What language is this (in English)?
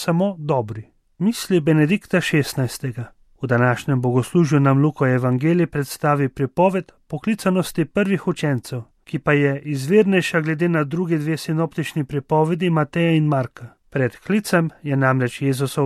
Slovenian